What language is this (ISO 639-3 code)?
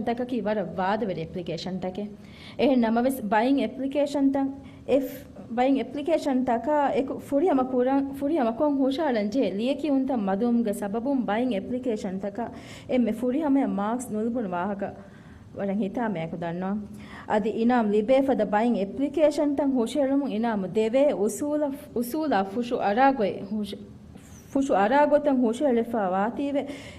div